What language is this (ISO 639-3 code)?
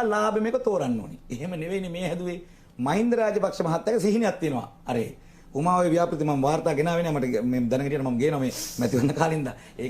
sin